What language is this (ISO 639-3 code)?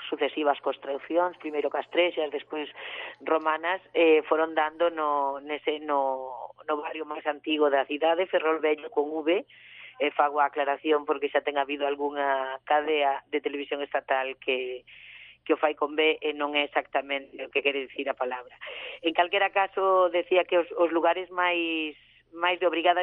glg